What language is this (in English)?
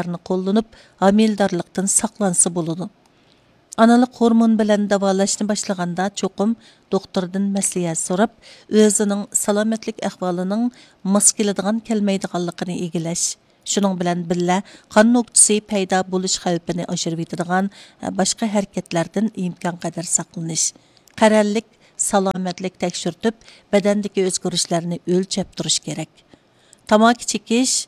Uyghur